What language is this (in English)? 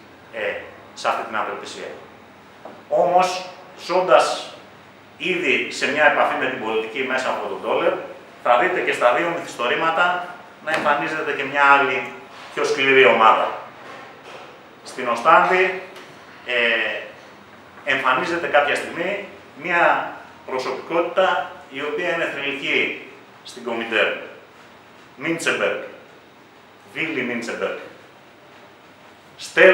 Greek